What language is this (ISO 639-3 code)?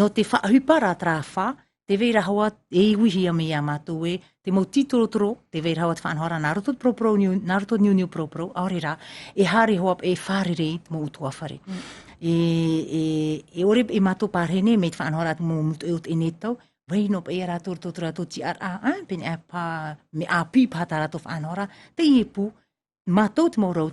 tah